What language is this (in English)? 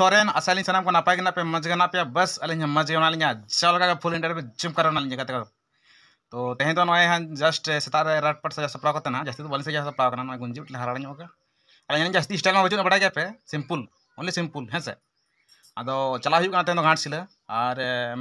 Santali